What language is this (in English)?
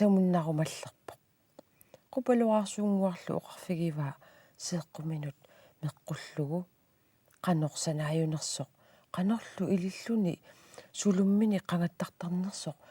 Kalaallisut